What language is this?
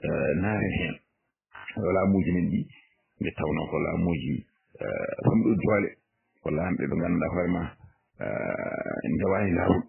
Fula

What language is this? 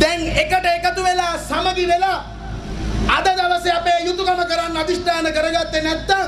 Sinhala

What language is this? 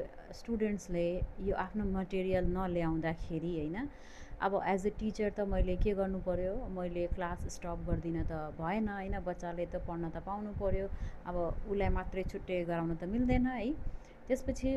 Nepali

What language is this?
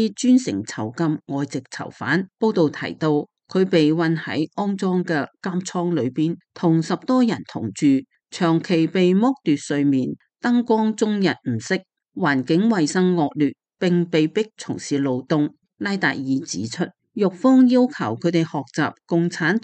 Cantonese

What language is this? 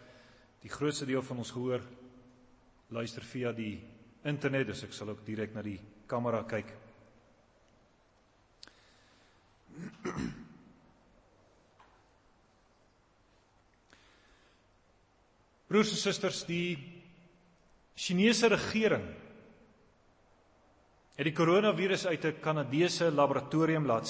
Afrikaans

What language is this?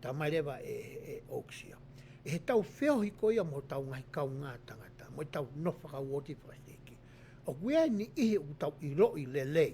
Tongan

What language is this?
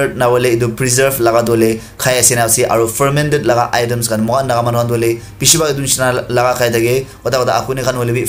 Naga Pidgin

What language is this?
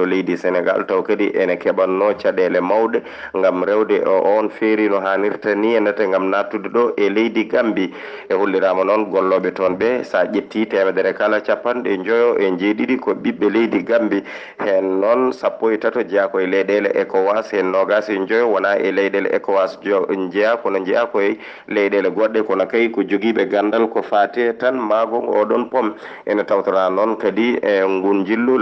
Fula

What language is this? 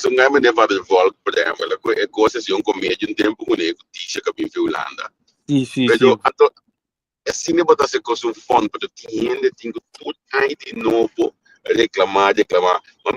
Papiamento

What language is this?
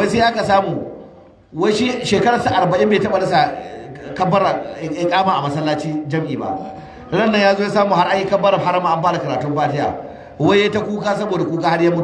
Hausa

